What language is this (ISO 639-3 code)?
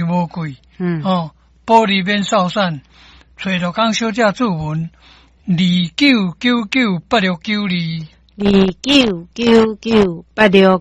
nan